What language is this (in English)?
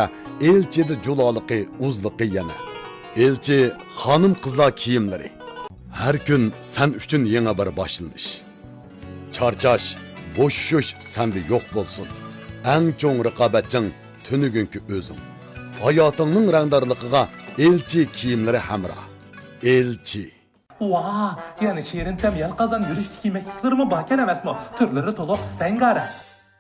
Uyghur